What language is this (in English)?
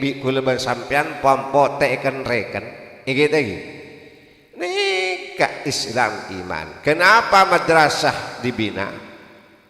Madurese